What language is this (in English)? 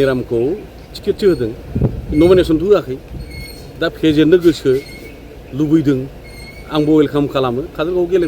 Bodo